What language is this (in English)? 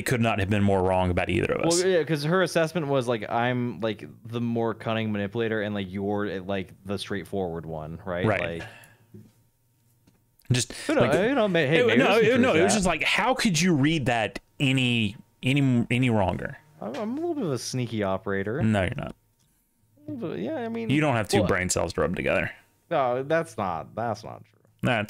English